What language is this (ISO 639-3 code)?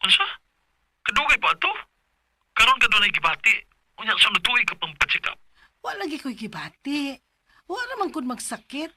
ceb